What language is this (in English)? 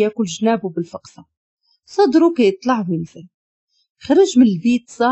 Moroccan Arabic